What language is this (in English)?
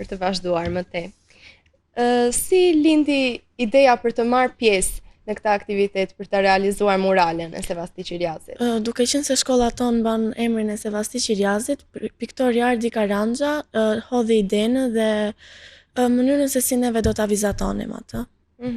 Albanian